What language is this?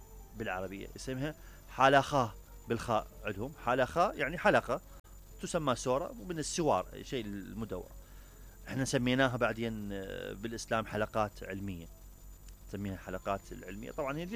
Mesopotamian Arabic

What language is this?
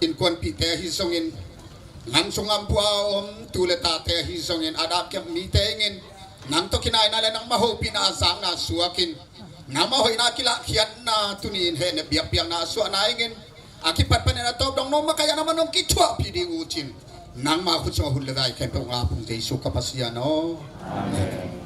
Tedim Chin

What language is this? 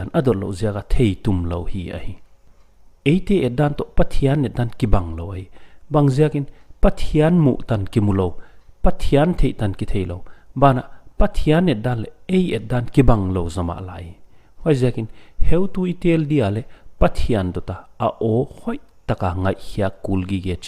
Paite Chin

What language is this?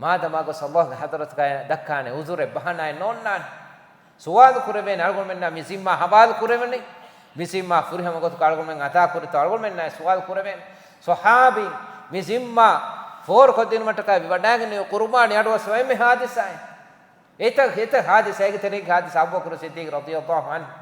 Divehi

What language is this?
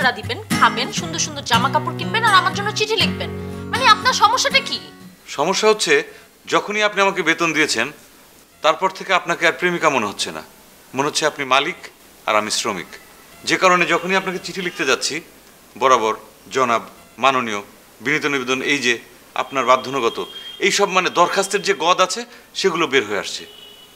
Bangla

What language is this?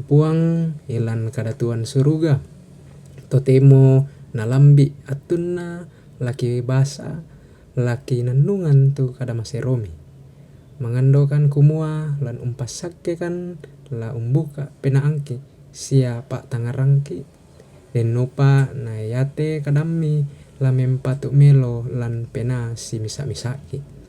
Toraja-Sa'dan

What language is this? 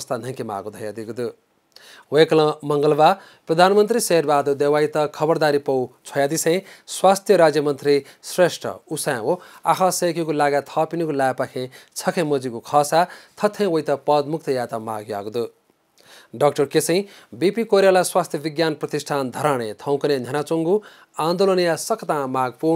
Newari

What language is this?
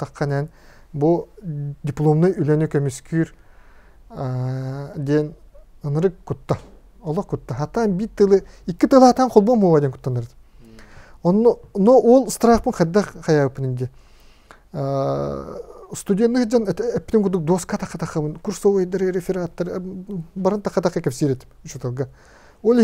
Yakut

